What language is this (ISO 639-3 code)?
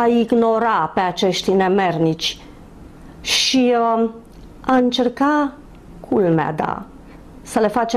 ron